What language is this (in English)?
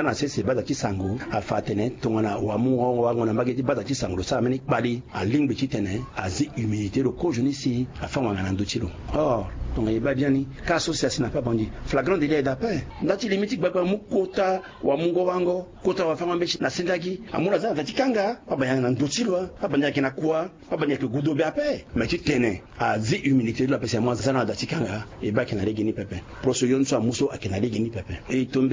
Sango